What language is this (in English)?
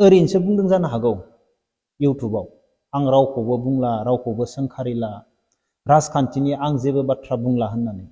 Bodo